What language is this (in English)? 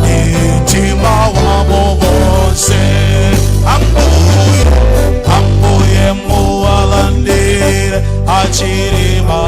Nyanja